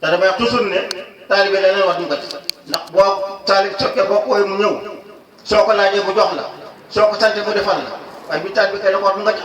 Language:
Wolof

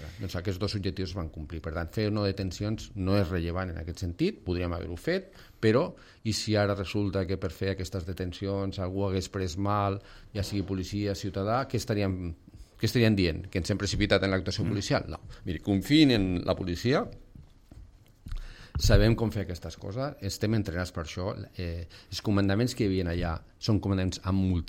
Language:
Catalan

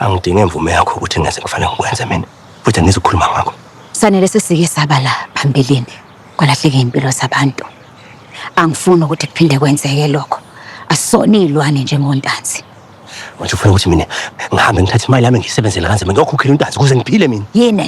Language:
Zulu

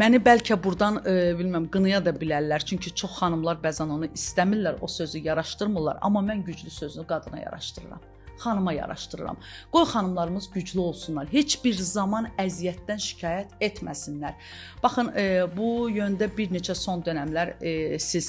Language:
Azerbaijani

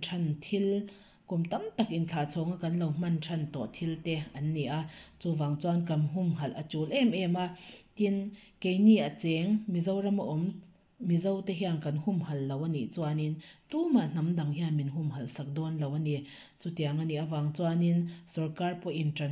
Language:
Mizo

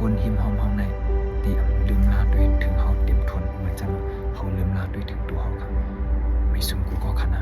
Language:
Shan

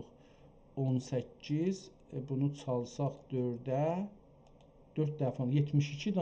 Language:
South Azerbaijani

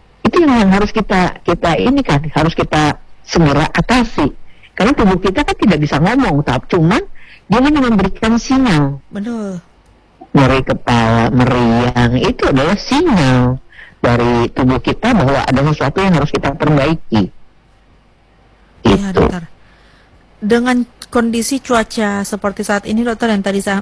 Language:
Indonesian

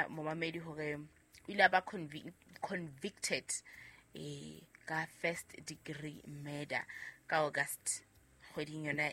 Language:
Southern Sotho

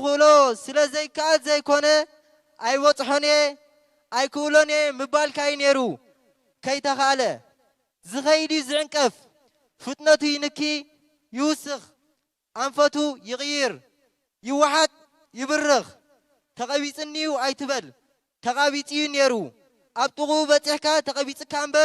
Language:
Tigrinya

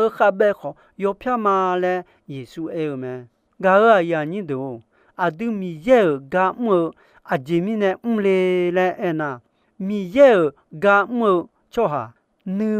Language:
Akha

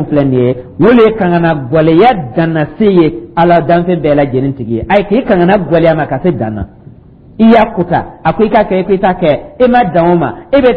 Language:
Dyula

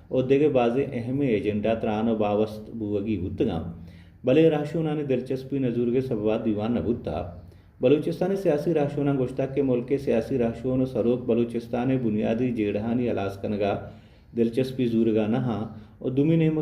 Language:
Baluchi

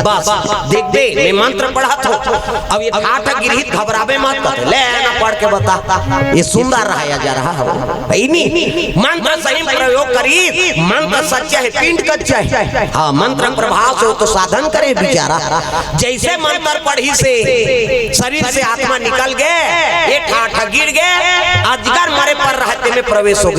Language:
Chhattisgarhi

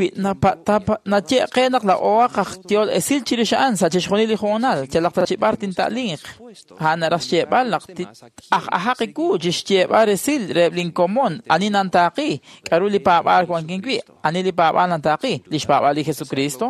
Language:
Kekchí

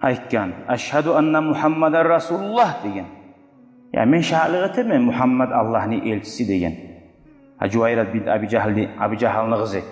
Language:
Kumyk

